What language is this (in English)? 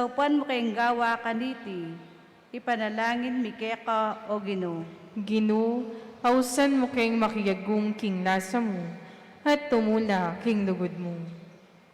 Pampanga